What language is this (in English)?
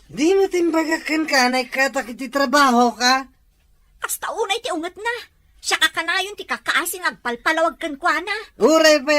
Iloko